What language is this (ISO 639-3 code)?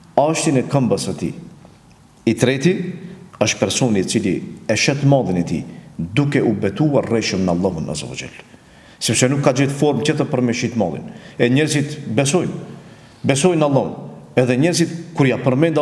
sqi